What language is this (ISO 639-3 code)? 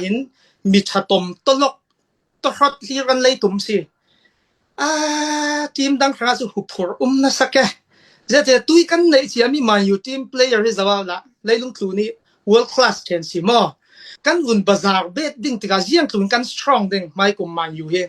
cfm